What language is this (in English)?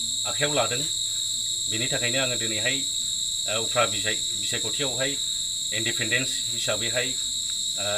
Bodo